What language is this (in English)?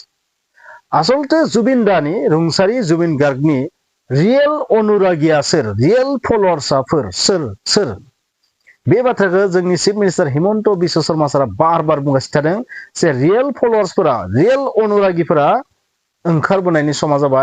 Bodo